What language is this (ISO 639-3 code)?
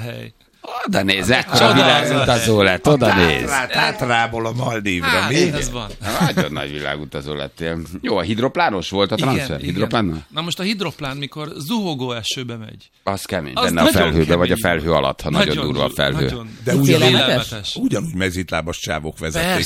hun